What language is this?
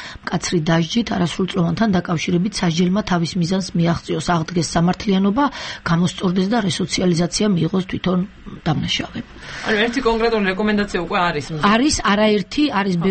Georgian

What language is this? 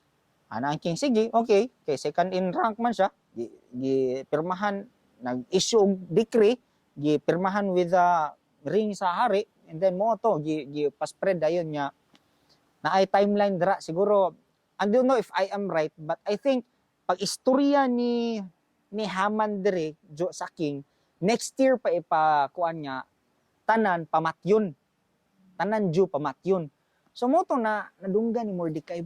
Cebuano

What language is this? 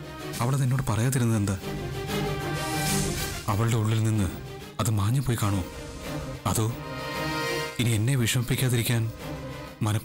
Malayalam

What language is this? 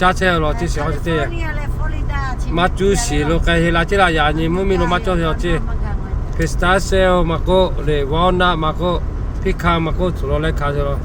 Lahu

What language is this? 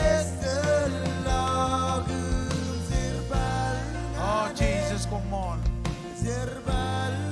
Marshallese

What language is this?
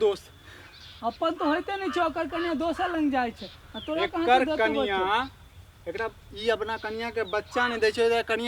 Maithili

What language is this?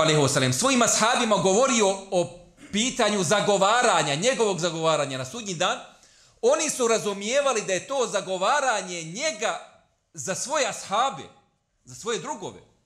Bosnian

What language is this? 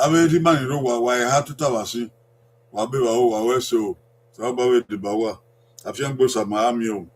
Bini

